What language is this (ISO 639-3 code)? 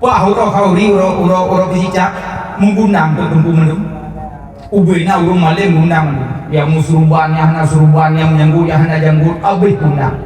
ace